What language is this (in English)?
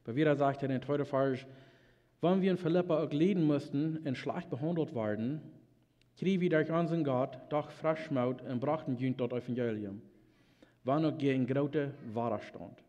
Plautdietsch